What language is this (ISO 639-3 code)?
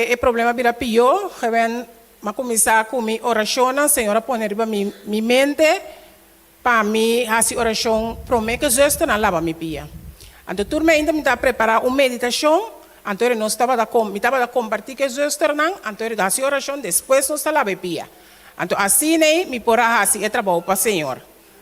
pap